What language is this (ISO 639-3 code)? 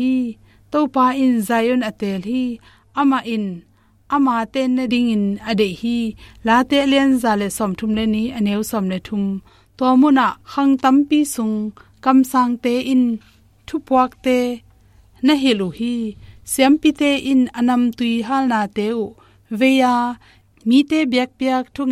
ctd